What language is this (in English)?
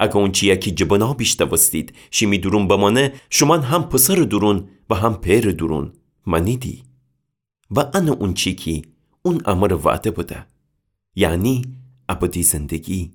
Gilaki